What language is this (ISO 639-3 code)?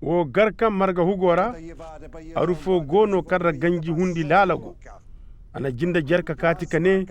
ses